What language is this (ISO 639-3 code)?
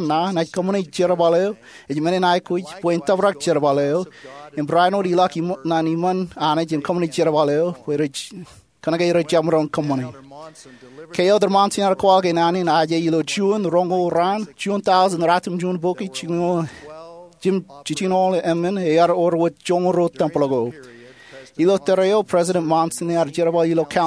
mah